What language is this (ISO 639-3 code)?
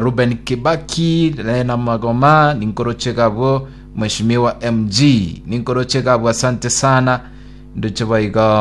guz